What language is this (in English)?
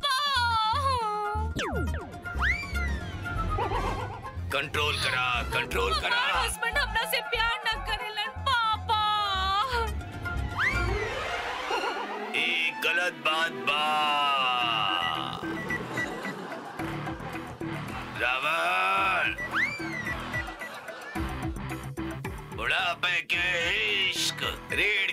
Bhojpuri